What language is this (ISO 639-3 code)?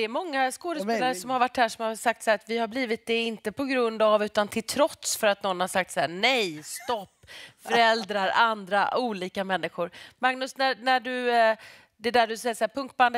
swe